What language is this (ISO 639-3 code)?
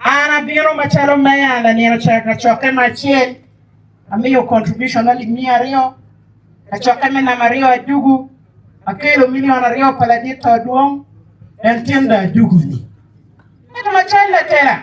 ach